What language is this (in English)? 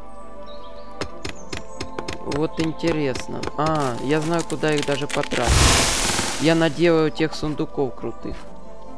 Russian